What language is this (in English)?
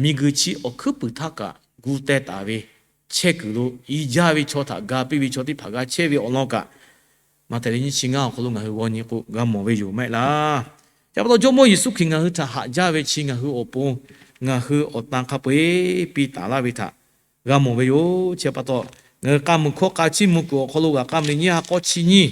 Lahu